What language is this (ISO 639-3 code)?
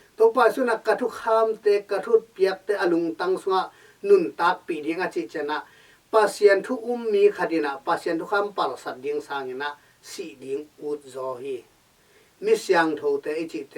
ctd